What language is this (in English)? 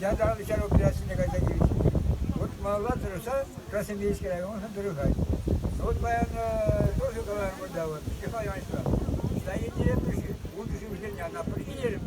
Chuvash